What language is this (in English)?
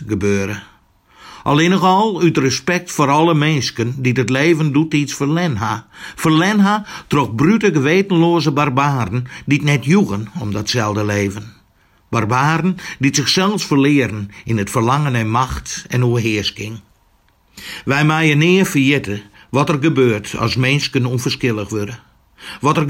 Dutch